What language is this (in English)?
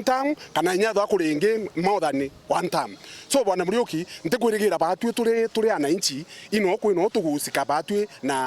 Meru